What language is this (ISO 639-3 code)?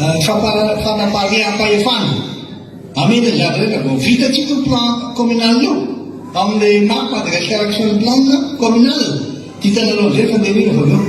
mlg